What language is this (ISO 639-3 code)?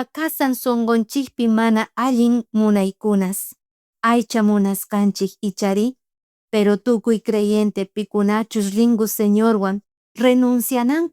quh